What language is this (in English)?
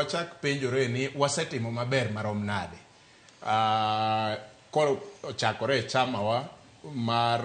Luo (Kenya and Tanzania)